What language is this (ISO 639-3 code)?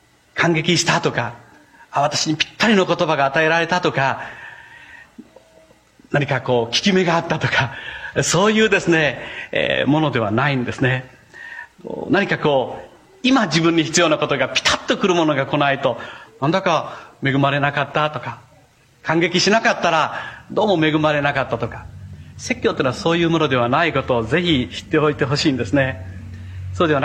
jpn